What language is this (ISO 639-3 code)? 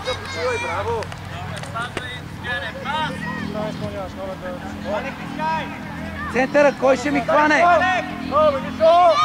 bul